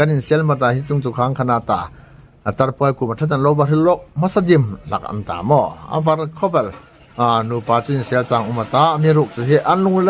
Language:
Hmar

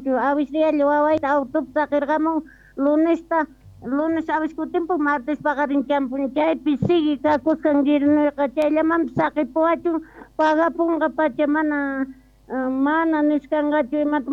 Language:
South Bolivian Quechua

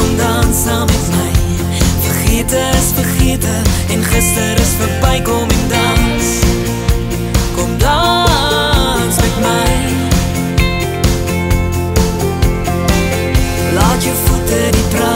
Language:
Afrikaans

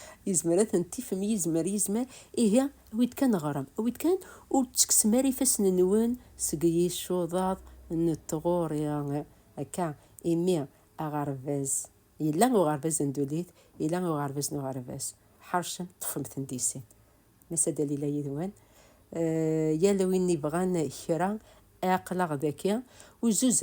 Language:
Kabyle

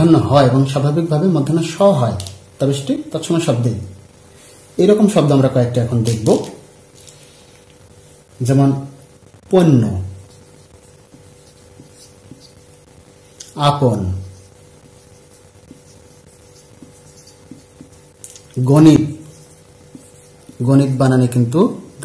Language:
Bangla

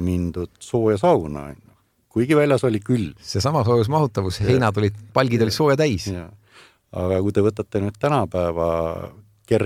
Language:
Estonian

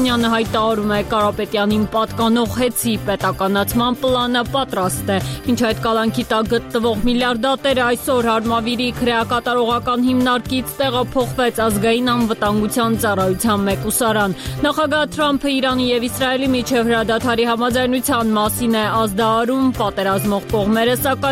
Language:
Armenian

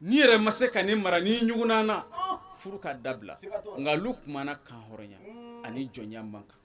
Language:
Bambara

